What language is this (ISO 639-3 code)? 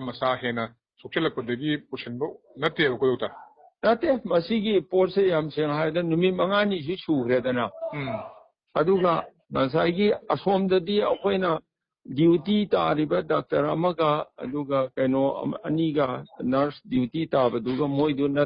mni